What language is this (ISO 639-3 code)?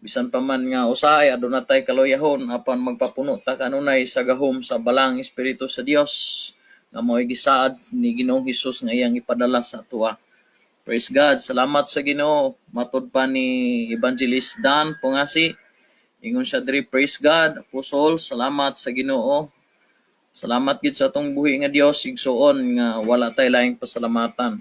ceb